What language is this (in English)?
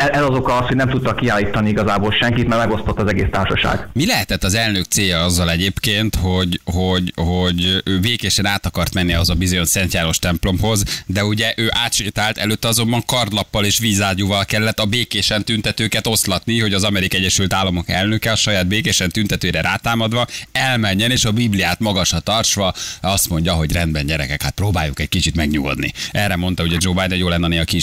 Hungarian